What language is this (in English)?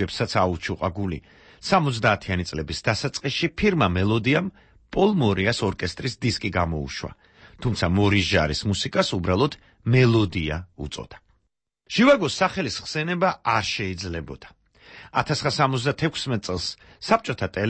Georgian